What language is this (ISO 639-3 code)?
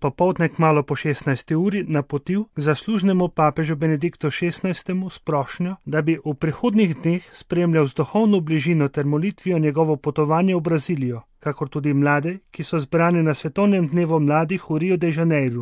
slv